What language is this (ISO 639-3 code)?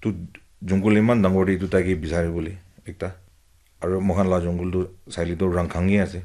nag